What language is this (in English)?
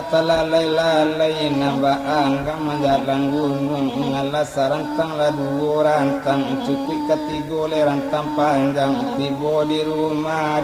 Minangkabau